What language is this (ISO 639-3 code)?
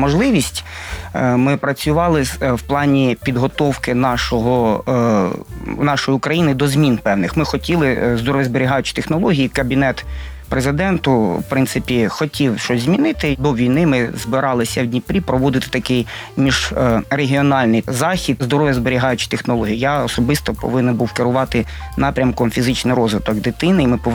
ukr